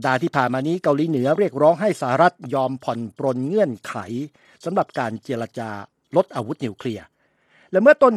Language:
Thai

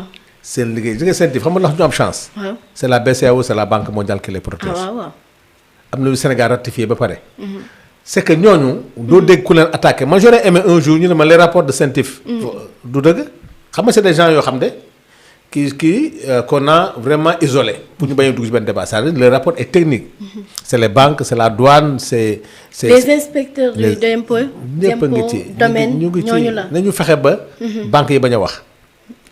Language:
Wolof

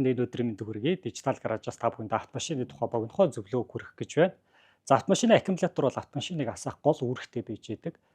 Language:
Mongolian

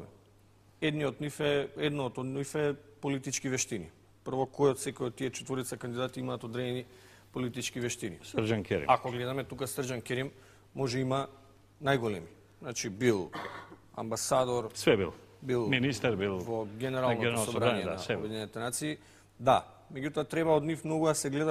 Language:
Macedonian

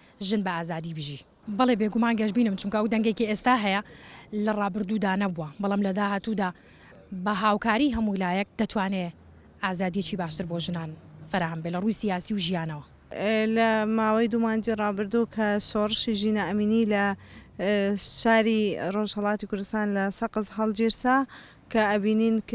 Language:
Central Kurdish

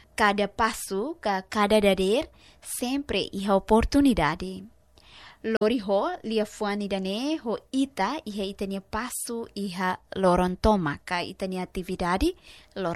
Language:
Tetum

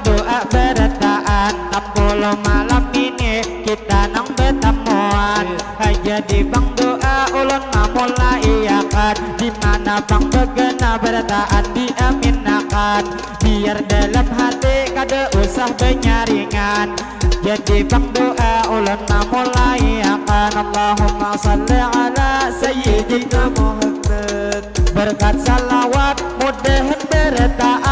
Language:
Banjar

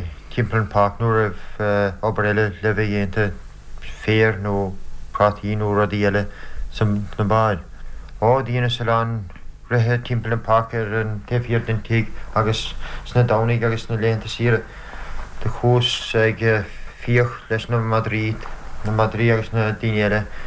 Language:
Irish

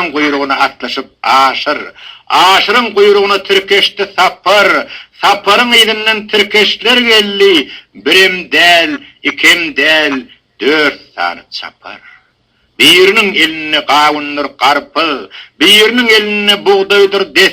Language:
Turkmen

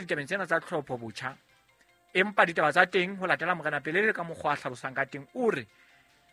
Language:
Southern Sotho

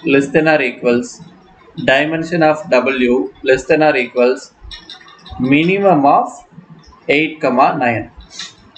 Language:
Tamil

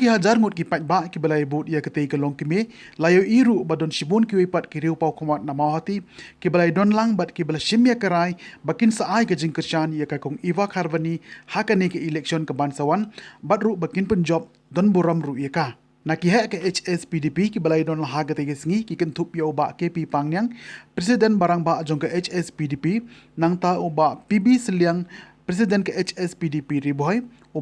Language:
Khasi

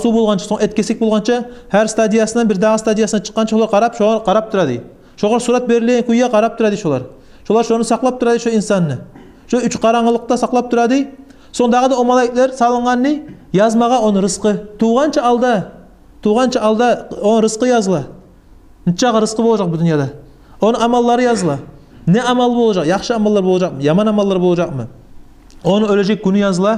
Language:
Kumyk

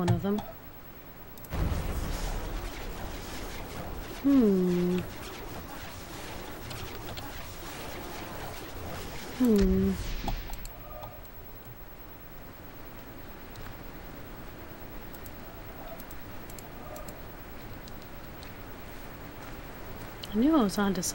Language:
English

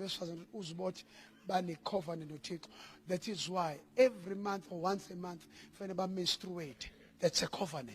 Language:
Zulu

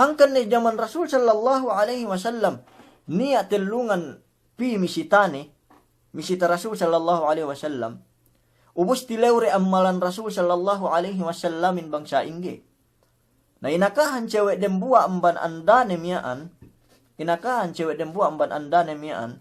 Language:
Yakan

